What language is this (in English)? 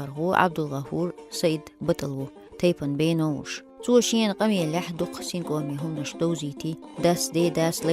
Chechen